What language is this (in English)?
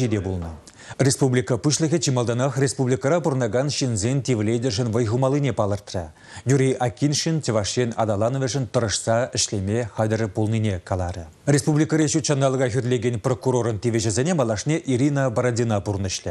Chuvash